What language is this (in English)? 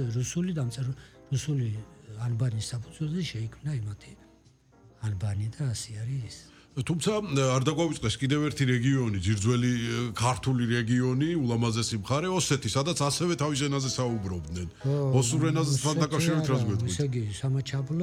Georgian